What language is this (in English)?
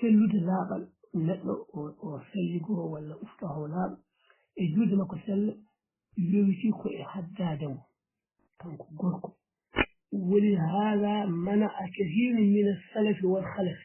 Fula